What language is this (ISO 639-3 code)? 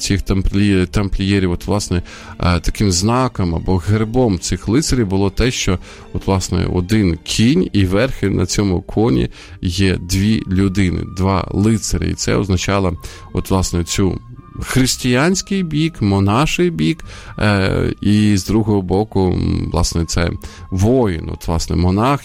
ukr